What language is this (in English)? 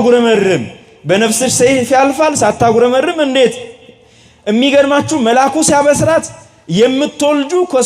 Amharic